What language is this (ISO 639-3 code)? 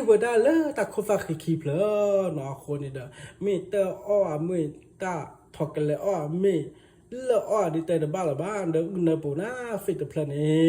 ksw